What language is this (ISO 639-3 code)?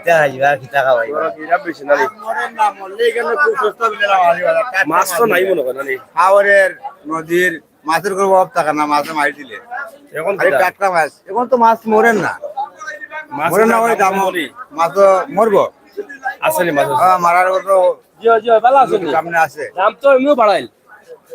syl